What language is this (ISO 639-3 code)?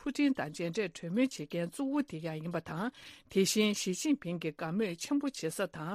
bod